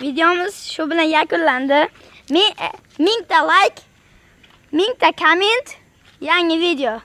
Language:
Uzbek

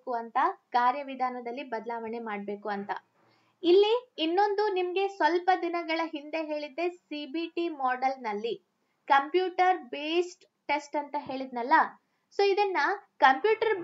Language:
Kannada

